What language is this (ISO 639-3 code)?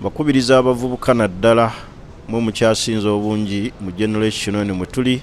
lug